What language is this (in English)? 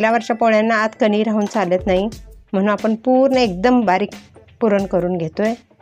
Marathi